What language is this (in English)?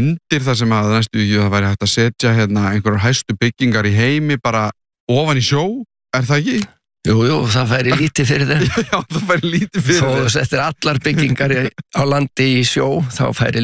Icelandic